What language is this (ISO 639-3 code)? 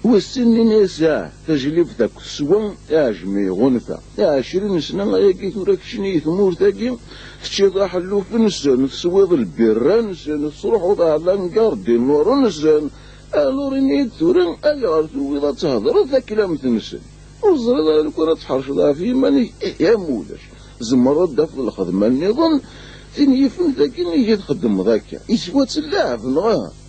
kab